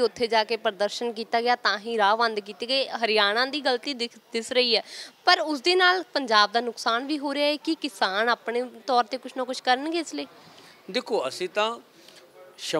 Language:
Punjabi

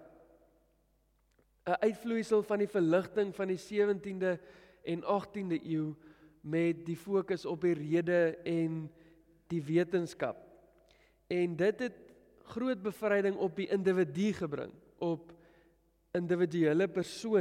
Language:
Afrikaans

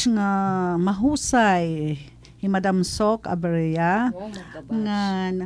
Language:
Waray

